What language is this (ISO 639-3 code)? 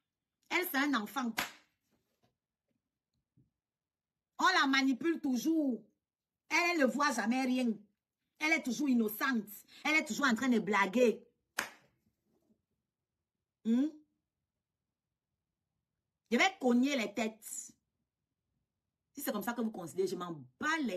fra